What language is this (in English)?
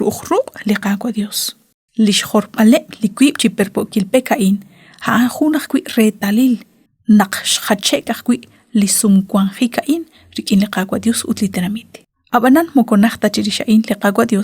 Kekchí